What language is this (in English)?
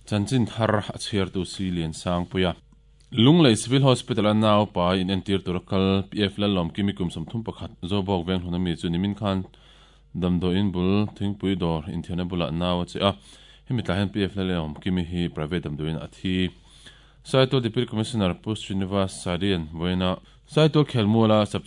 Mizo